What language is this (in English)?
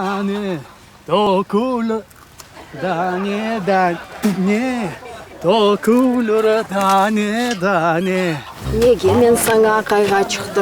Crimean Tatar